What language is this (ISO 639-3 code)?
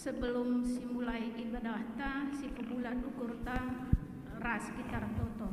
btx